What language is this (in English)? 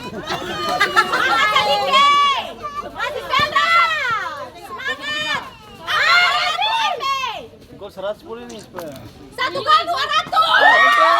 Ambonese Malay